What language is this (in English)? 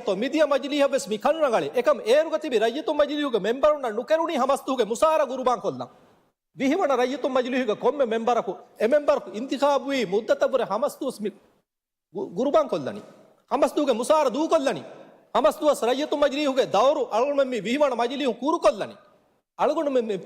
Divehi